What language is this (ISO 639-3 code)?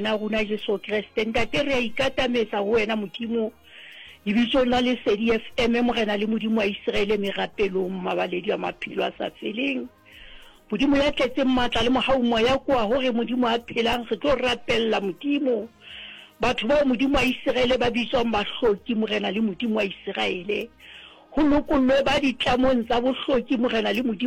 sot